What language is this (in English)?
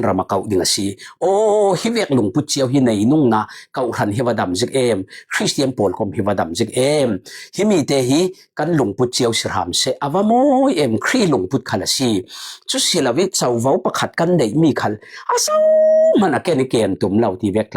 Falam Chin